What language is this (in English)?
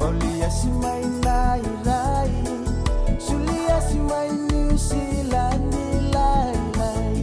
Fijian